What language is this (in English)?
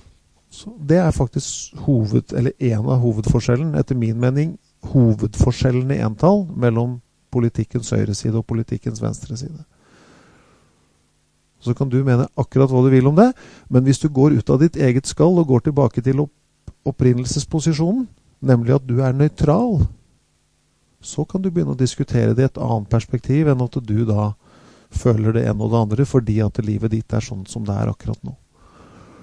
Norwegian